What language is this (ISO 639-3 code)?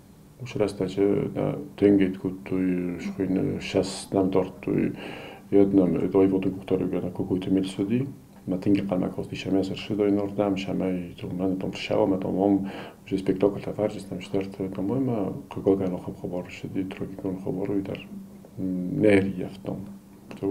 oss